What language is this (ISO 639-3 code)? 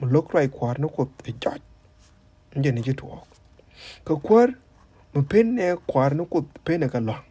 nus